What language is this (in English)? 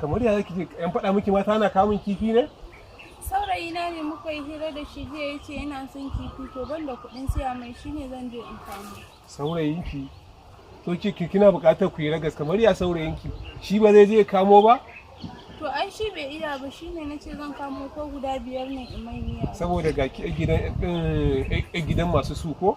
Hausa